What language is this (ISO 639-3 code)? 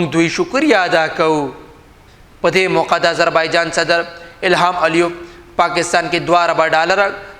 pus